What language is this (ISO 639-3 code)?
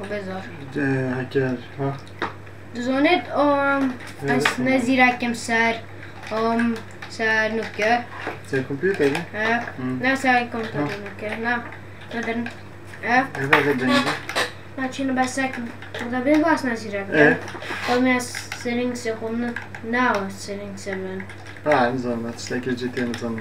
kur